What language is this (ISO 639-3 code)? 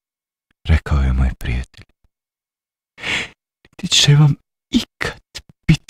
bos